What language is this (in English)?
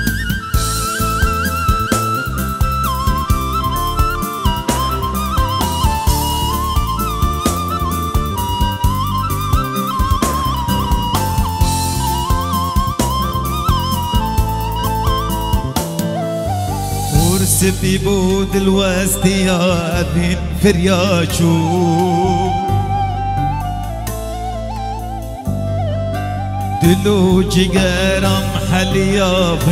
Persian